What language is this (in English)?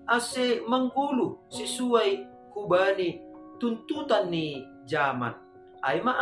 Batak Simalungun